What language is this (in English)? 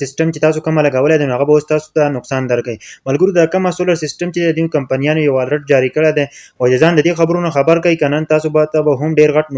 Pashto